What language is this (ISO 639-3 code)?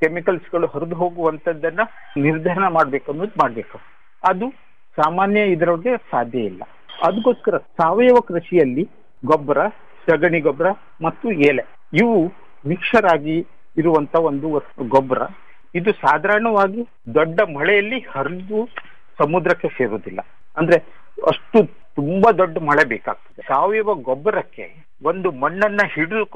kan